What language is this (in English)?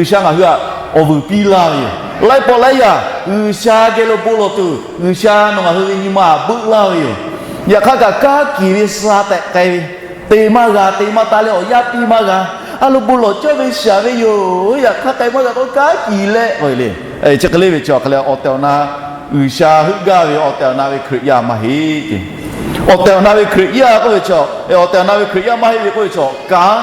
Lahu